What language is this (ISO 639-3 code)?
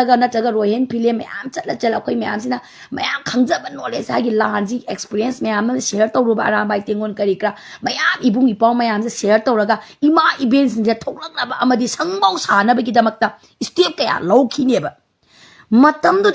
mni